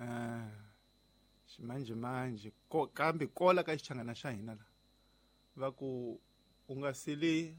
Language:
Tsonga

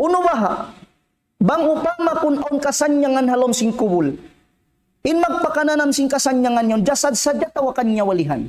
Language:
Tausug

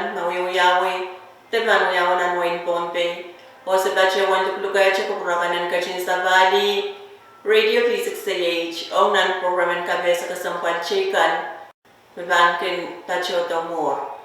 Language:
Pohnpeian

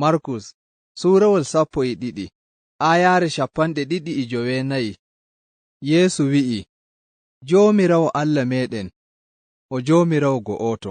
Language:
Fula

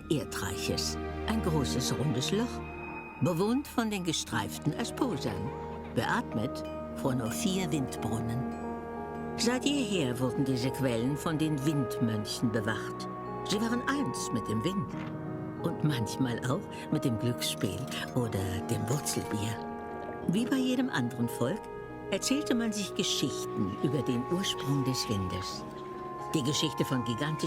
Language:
Swiss German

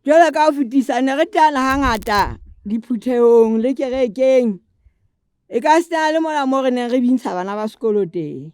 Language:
Southern Sotho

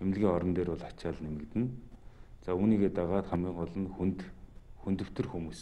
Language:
Mongolian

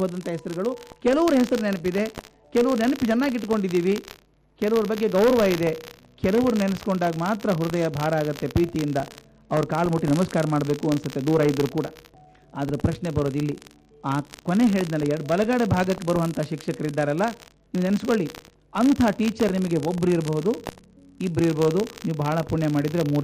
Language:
Kannada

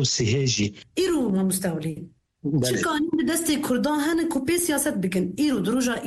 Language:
Kurdish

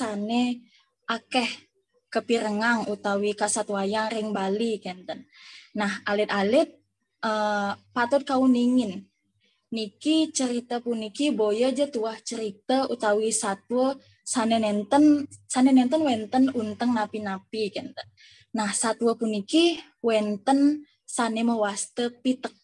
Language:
Balinese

